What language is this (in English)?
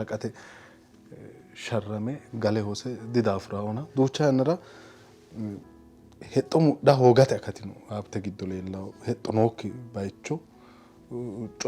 Sidamo